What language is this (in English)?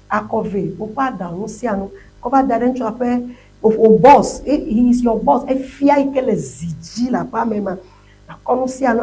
Ewe